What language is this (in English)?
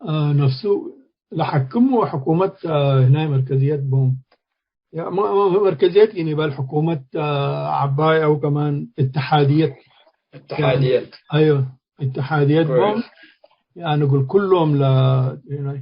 Tigre